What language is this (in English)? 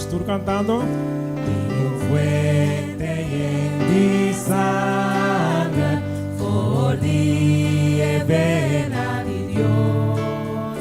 Papiamento